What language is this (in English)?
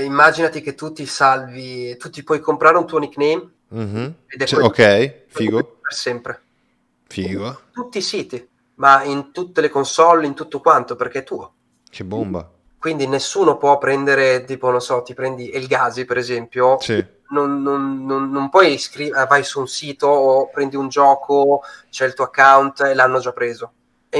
Italian